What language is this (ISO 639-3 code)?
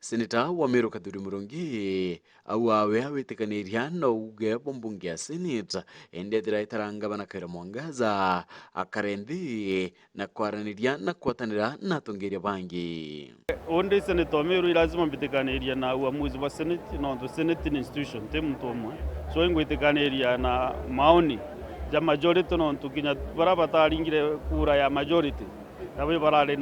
mer